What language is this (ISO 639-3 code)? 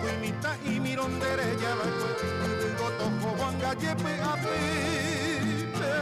grn